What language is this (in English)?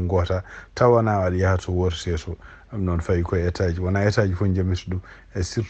Fula